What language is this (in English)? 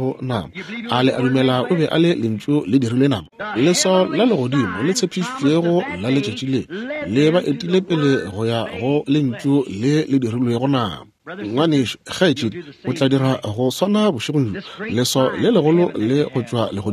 Northern Sotho